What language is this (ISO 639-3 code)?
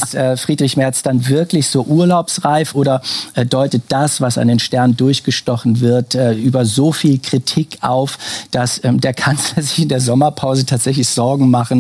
deu